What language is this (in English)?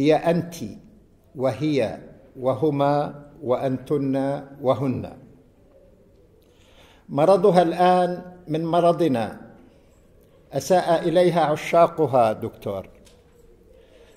Arabic